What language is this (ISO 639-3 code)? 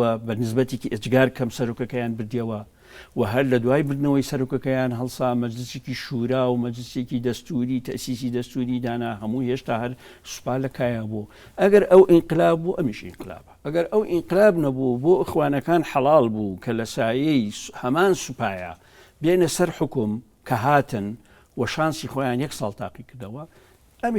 ckb